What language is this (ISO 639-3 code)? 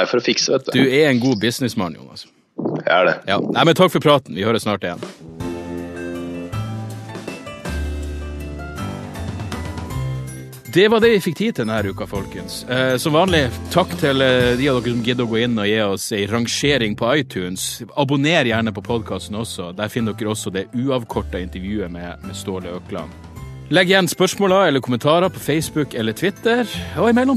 nor